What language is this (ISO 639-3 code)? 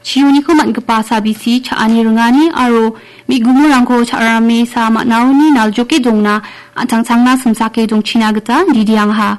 grt